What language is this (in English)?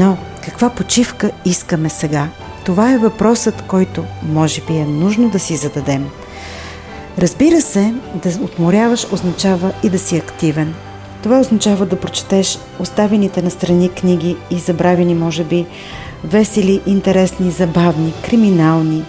Bulgarian